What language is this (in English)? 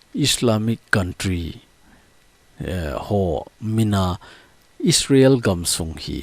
Thado Chin